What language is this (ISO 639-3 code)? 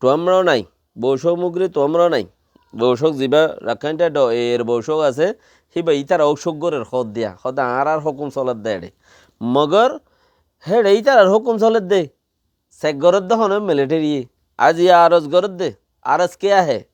rhg